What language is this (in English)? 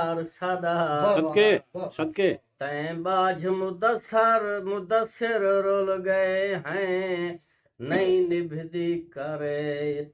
Saraiki